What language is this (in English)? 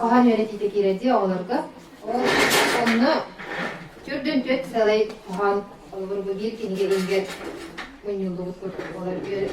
Yakut